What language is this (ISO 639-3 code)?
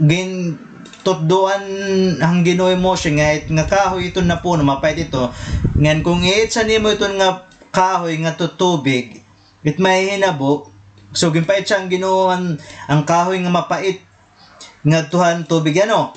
war